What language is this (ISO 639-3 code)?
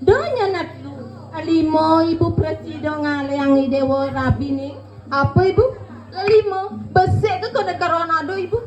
ban